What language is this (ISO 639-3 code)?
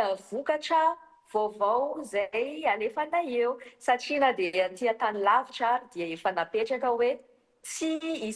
mlg